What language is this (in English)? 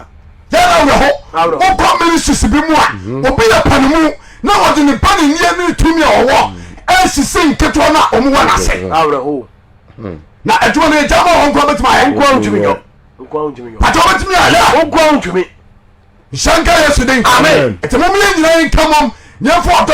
Akan